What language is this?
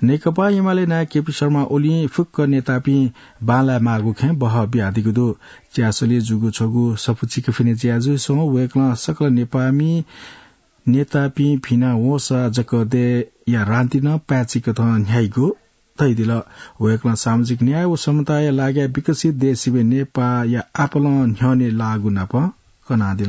Newari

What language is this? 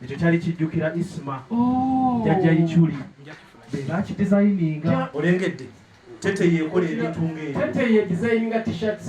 Ganda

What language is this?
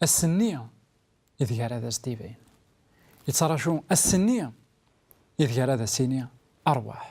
Kabyle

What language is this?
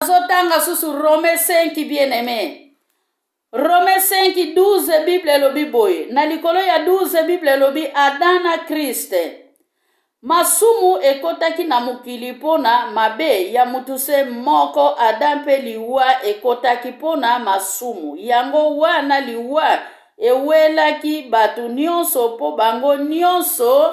Lingala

